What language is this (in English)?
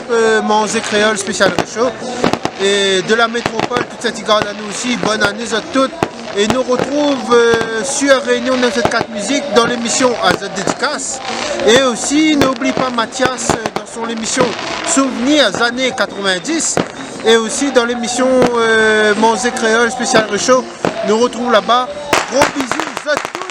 Réunion Creole French